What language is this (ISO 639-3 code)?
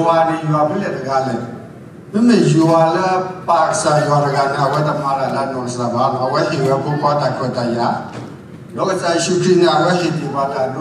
ksw